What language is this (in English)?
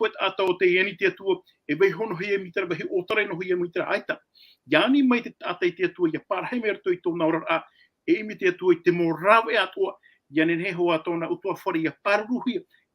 Tahitian